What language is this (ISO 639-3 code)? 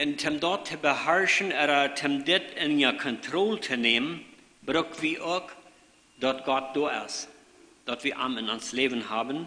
pdt